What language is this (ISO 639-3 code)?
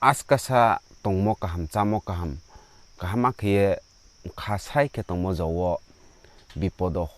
ria